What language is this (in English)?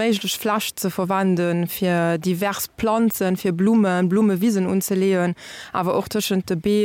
Luxembourgish